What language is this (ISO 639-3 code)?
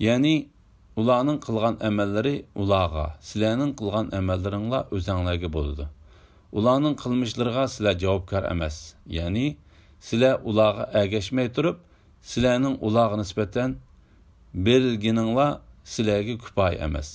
uig